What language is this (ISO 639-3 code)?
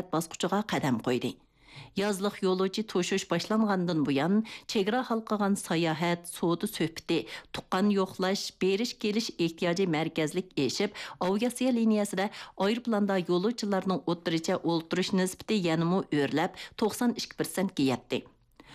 uig